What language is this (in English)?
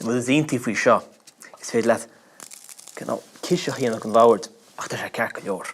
Irish